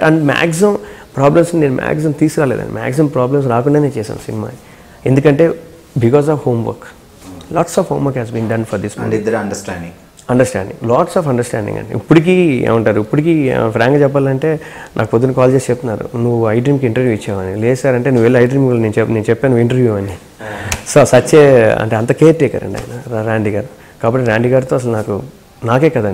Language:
Telugu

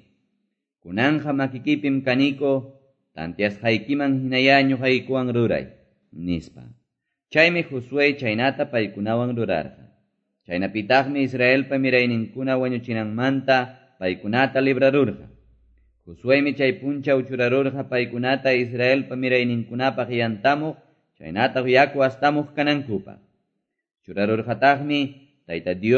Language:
Quechua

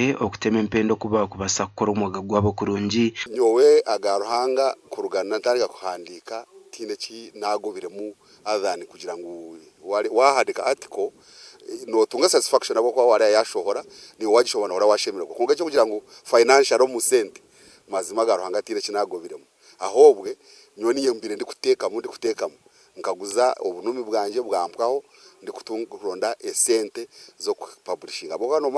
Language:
Nyankole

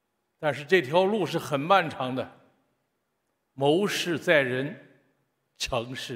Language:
Chinese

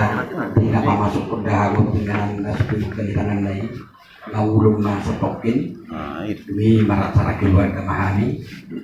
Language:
Batak Toba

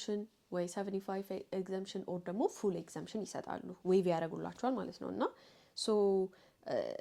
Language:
Amharic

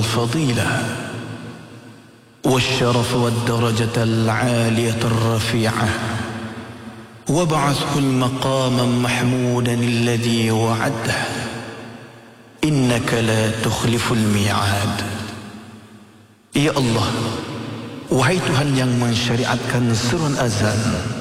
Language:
Malay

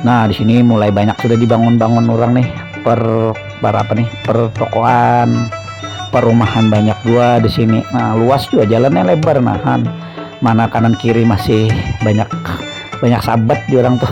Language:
Banjar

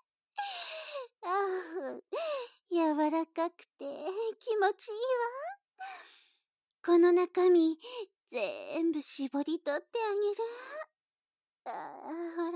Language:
Japanese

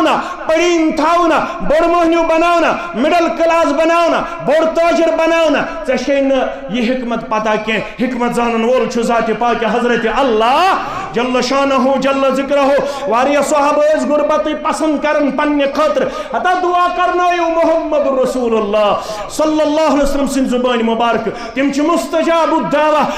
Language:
Kashmiri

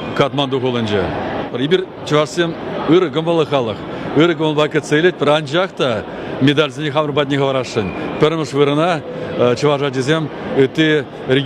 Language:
Chuvash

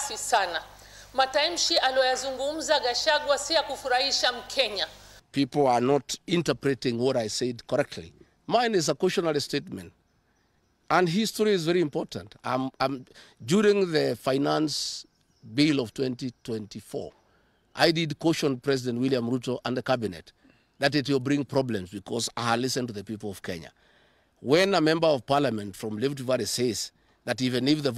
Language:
Meru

